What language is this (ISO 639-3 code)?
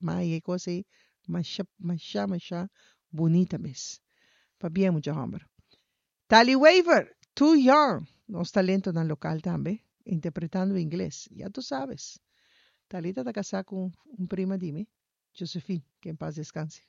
pap